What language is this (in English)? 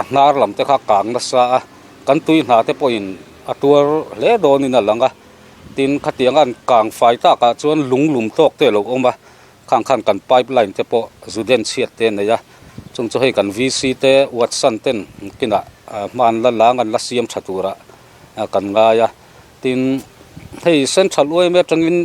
Mizo